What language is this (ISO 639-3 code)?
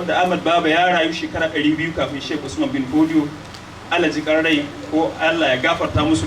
hau